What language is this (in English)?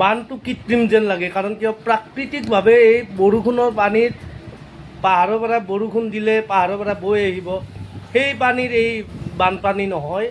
Assamese